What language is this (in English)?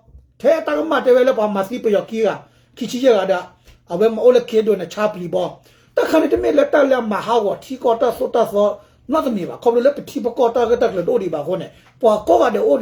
S'gaw Karen